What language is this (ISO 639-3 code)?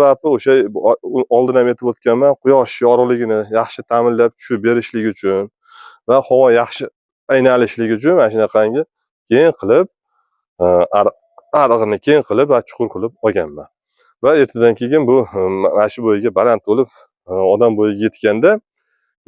uzb